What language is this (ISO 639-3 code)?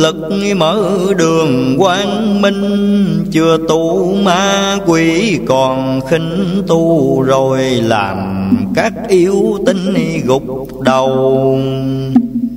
vie